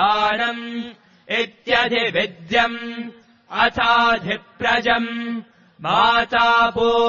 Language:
Sanskrit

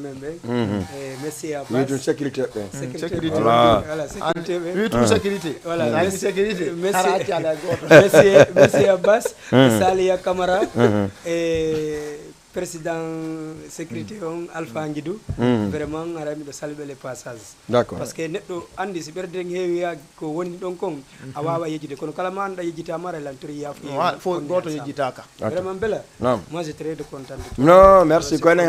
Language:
Fula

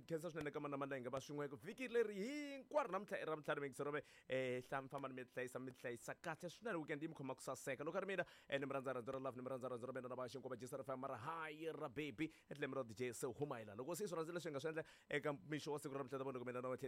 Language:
Tsonga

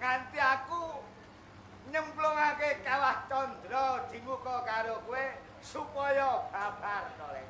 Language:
Javanese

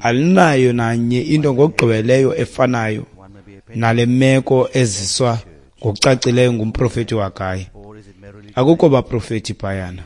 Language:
Xhosa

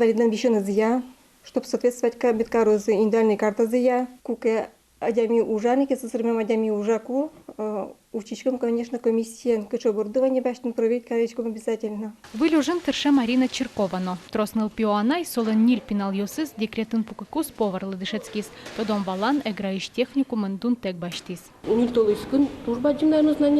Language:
Udmurt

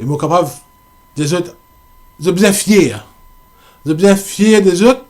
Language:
Morisyen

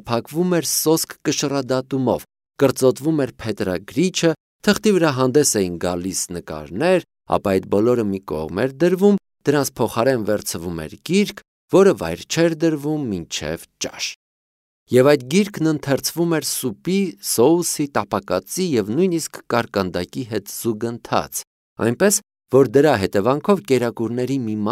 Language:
Armenian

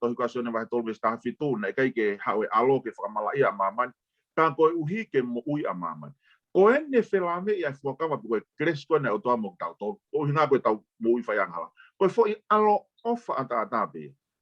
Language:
Tongan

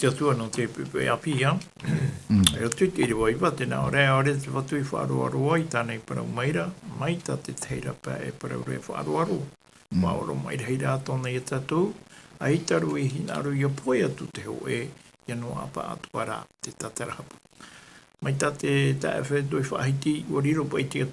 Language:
Tahitian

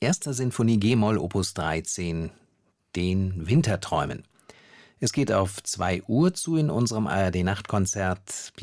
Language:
German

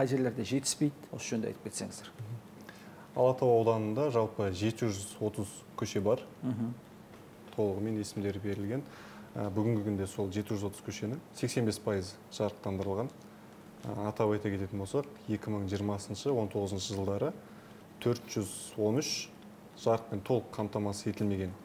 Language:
Kazakh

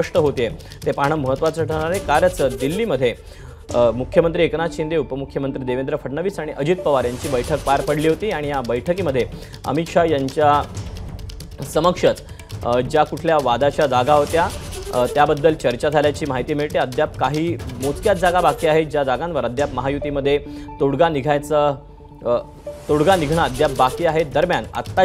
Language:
Marathi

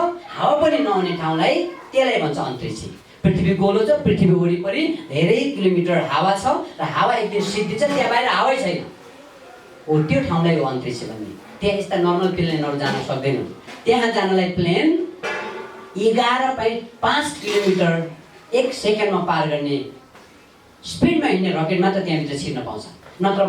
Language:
Nepali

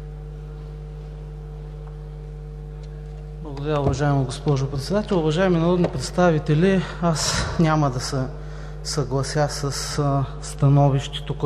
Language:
Bulgarian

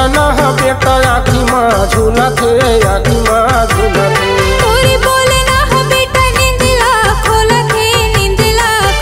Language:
Chhattisgarhi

